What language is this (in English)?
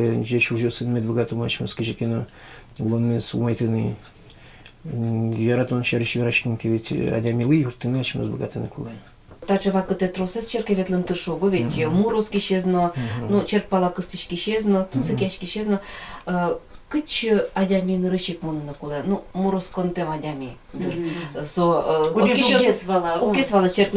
Udmurt